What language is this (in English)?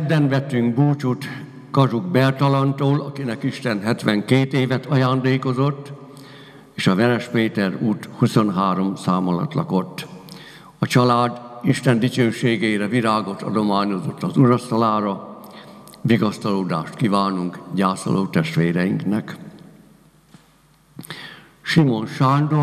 Hungarian